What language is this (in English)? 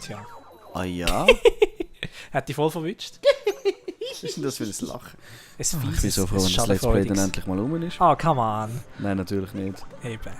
Swiss German